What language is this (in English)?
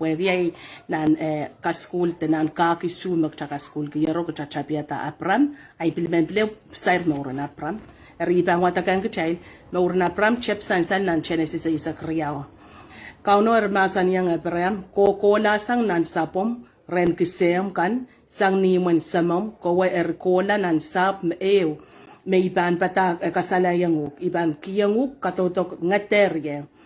Pohnpeian